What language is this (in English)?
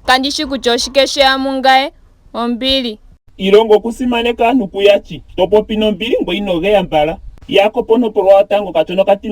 Ndonga